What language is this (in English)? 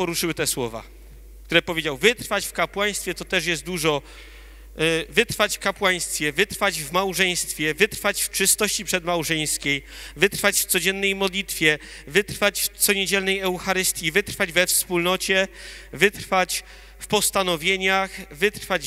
Polish